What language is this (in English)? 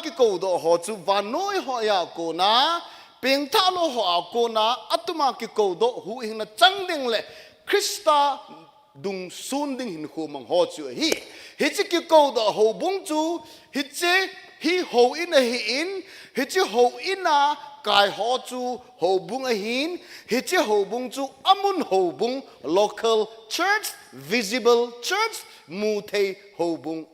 Thado Chin